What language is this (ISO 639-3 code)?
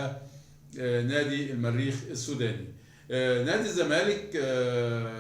arz